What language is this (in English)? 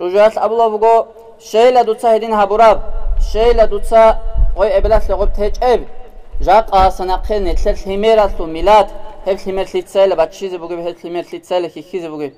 Avaric